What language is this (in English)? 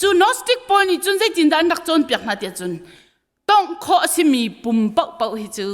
Hakha Chin